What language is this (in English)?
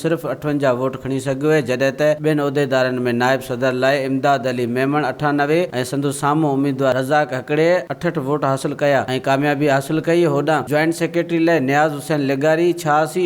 Sindhi